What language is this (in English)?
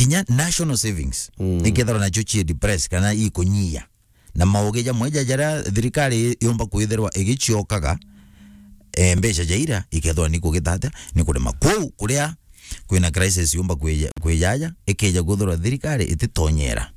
Meru